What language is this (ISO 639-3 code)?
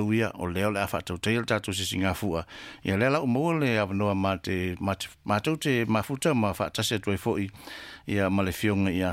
smo